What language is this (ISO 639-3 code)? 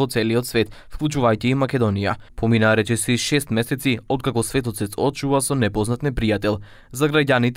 mkd